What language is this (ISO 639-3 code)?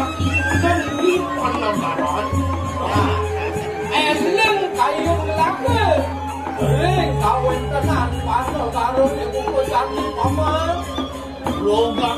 ban